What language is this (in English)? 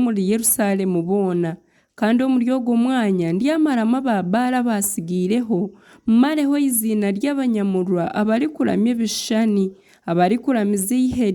Nyankole